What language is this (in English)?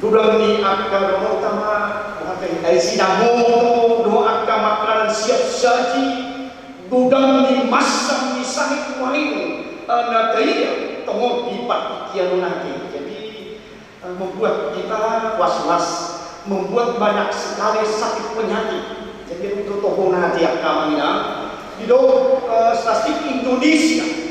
Batak Toba